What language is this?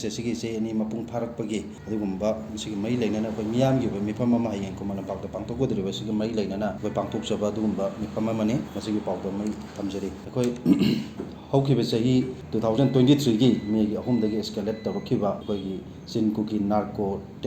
Manipuri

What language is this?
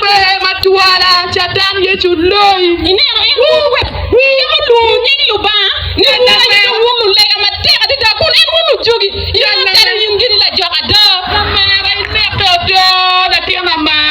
Acoli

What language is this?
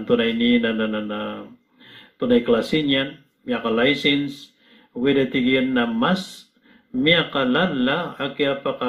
Maranao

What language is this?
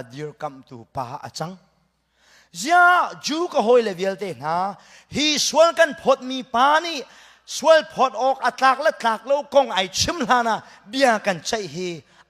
Hakha Chin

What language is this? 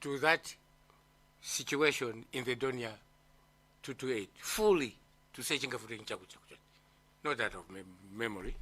Nyanja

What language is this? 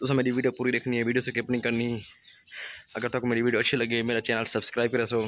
Saraiki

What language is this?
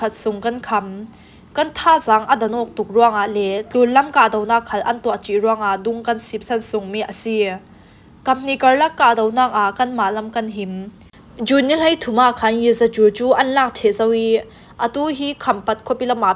Falam Chin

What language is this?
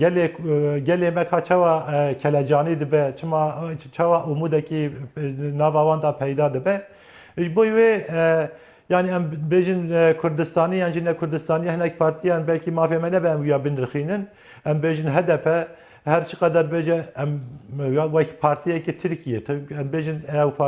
Kurdish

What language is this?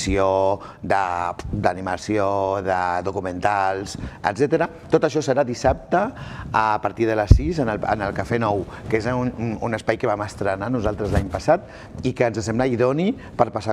Catalan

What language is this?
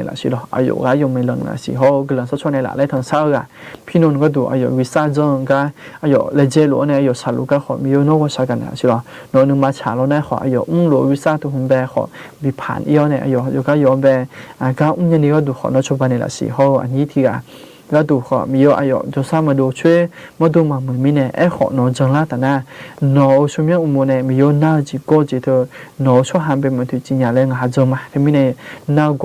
Akha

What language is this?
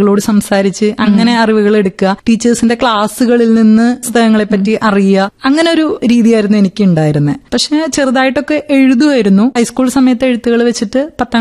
Malayalam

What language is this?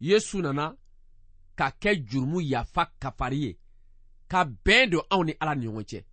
Bambara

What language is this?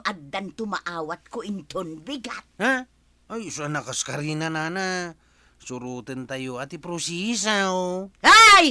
Iloko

